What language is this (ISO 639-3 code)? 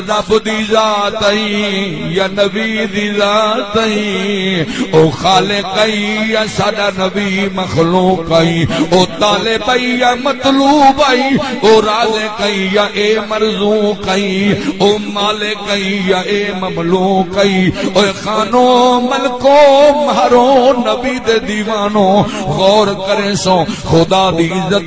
skr